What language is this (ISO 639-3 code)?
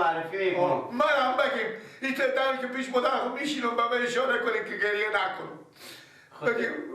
fas